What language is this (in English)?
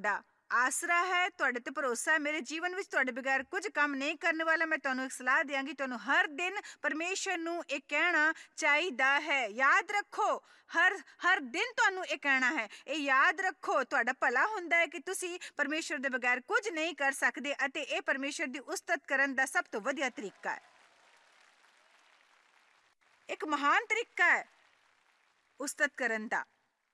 Punjabi